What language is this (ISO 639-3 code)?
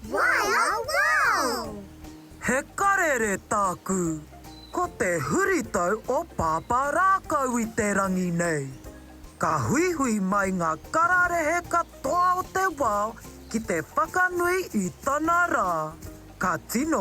mri